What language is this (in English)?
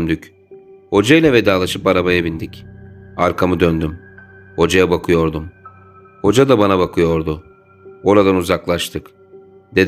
Turkish